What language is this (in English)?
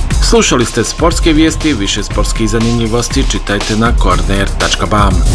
Bosnian